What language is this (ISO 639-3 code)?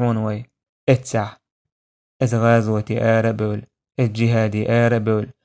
che